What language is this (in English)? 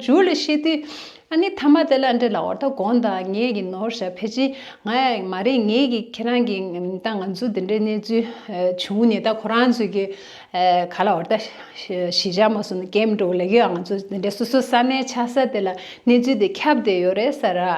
Tibetan